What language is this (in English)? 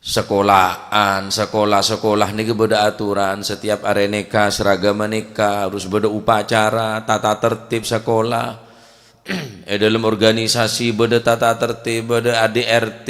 Madurese